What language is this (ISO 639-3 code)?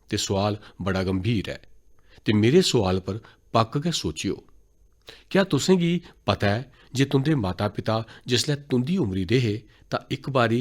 doi